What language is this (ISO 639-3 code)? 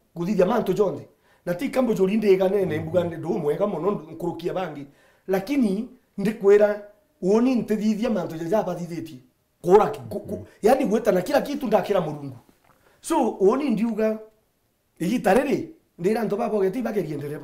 mer